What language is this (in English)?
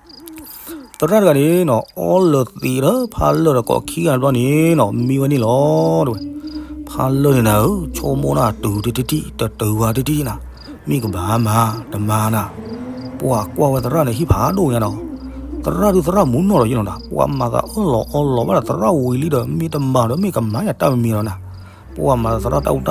S'gaw Karen